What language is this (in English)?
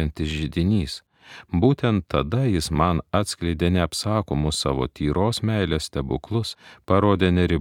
Lithuanian